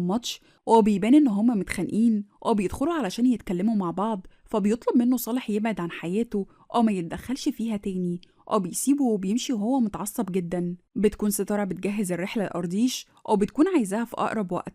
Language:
Egyptian Arabic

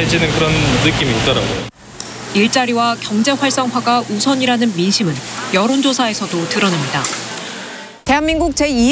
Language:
Korean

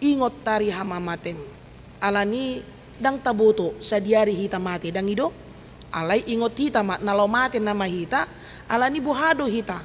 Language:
Batak Toba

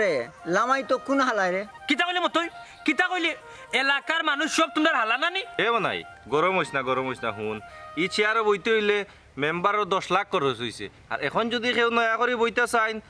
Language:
Sylheti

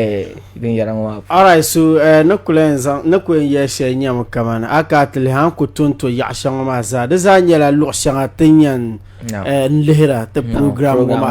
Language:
Dagbani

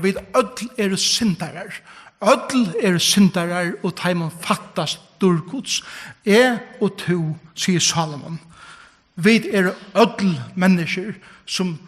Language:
Faroese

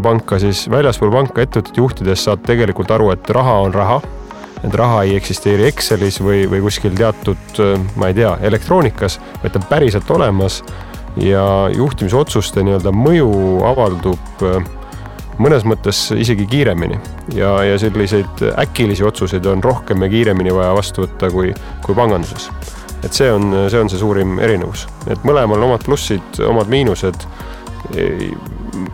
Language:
Estonian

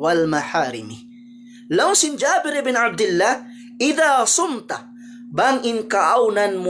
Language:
Tausug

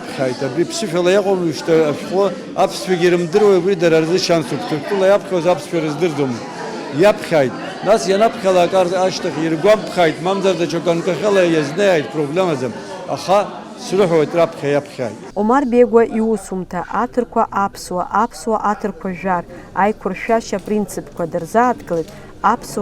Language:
Abkhazian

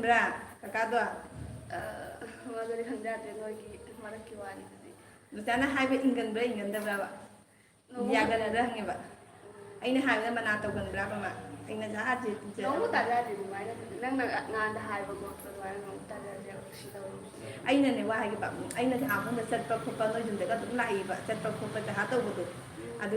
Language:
Manipuri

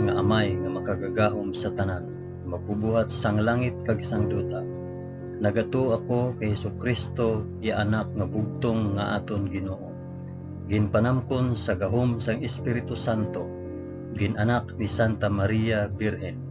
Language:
Hiligaynon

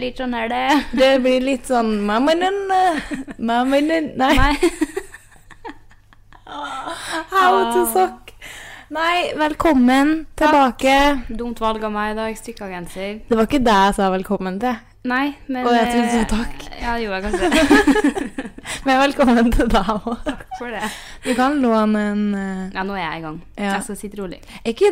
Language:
Norwegian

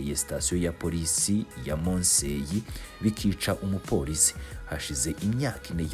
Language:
Kinyarwanda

